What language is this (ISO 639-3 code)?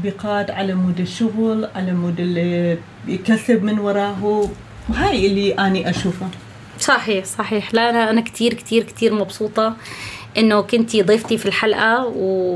apc